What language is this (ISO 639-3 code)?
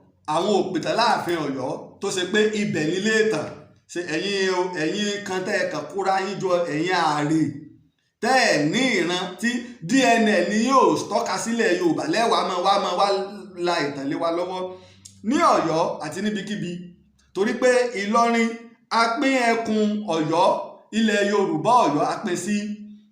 yor